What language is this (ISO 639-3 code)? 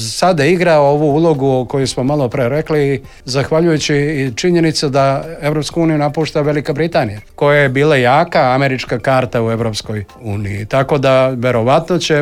srp